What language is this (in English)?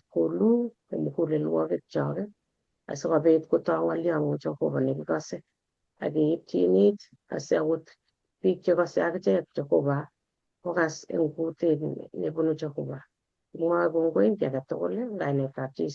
Kalenjin